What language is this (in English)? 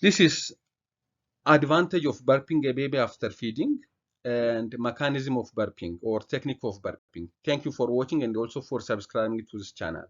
English